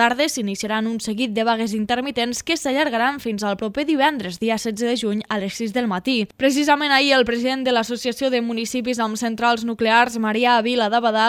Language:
Catalan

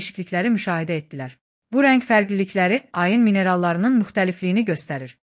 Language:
Azerbaijani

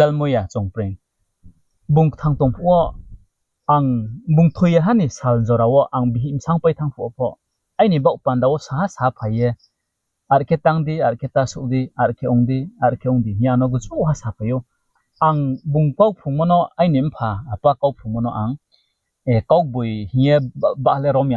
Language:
Riang (India)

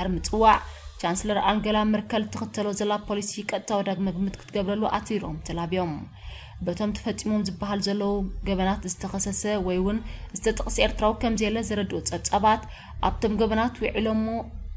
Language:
Tigrinya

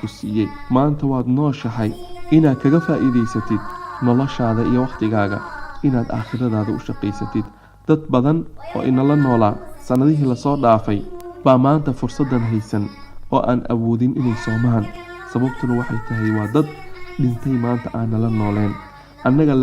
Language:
Somali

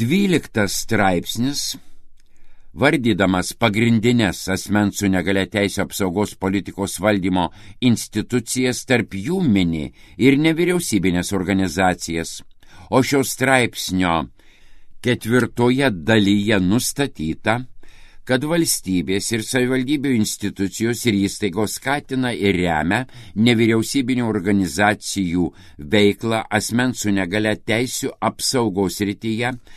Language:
Lithuanian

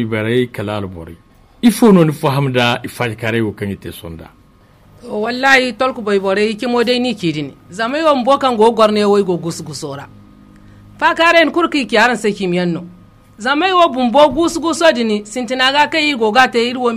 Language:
Zarma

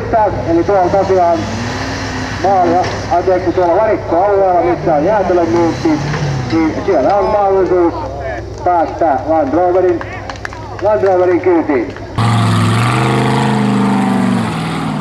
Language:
Finnish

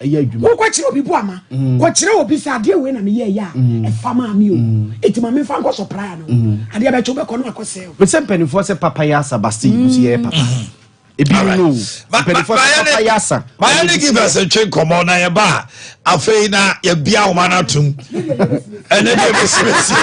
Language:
Akan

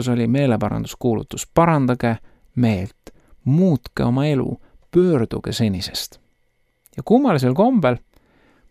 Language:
Estonian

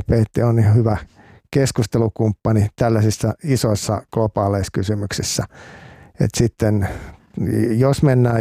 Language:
Finnish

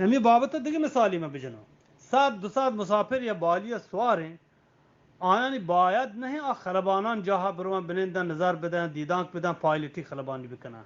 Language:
Eastern Balochi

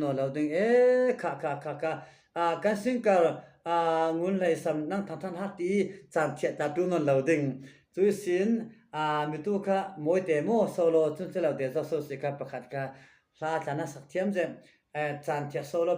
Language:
Falam Chin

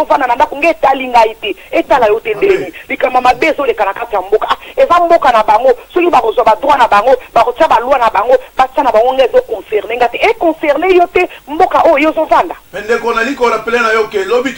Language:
Lingala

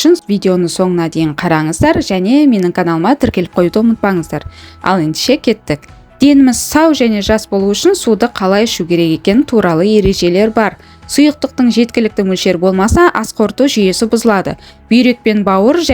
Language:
Kazakh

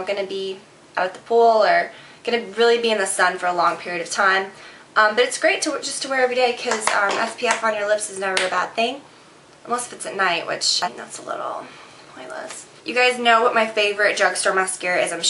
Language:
English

